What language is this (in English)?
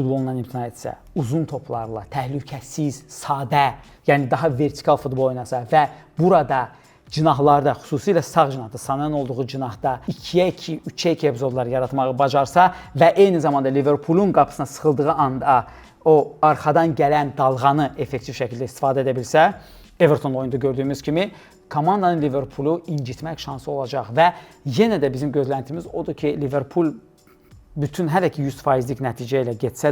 Azerbaijani